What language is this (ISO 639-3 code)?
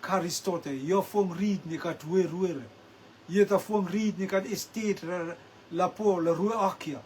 rtm